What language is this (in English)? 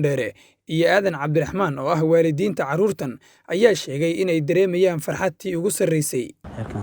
Somali